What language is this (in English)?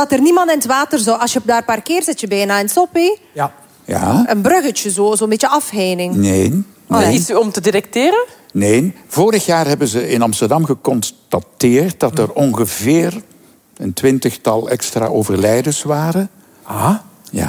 Dutch